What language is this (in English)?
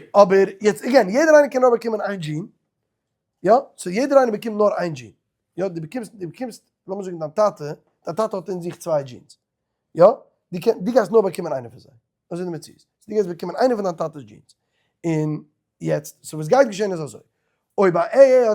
Yiddish